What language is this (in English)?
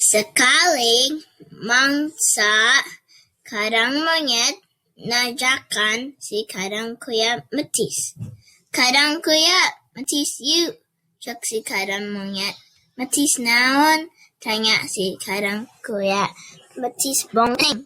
Sundanese